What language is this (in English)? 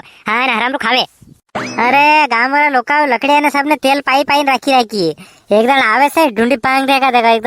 Rajasthani